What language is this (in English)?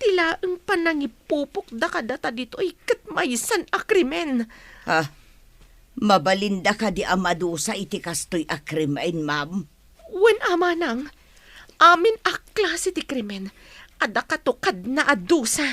Iloko